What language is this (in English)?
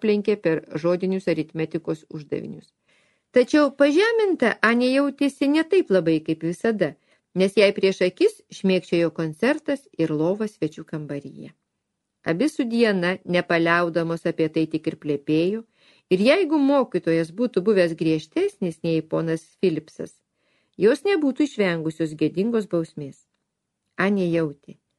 Lithuanian